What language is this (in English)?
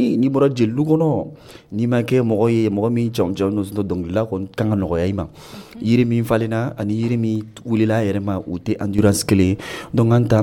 Dyula